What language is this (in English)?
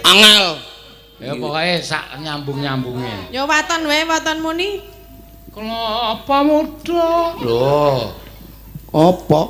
Javanese